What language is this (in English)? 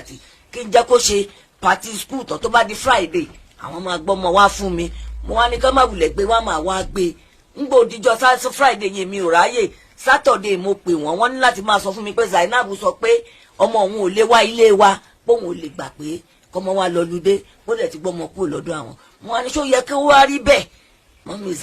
Yoruba